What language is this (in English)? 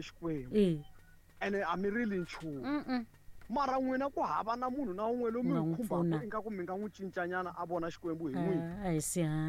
Tsonga